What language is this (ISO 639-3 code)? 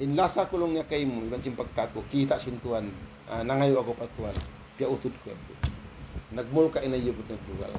tsg